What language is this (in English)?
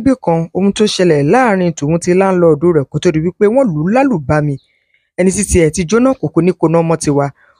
Yoruba